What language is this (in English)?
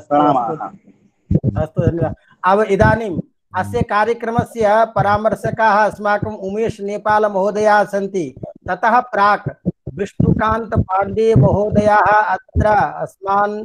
Sanskrit